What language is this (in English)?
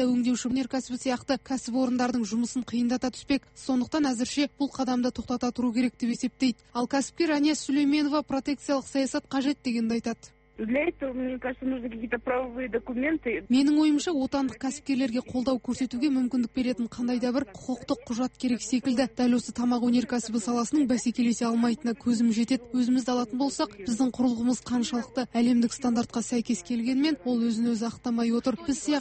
Kazakh